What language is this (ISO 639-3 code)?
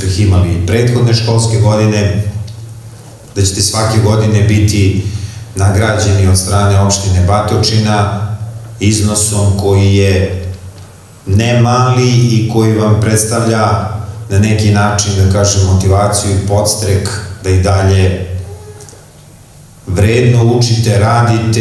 srp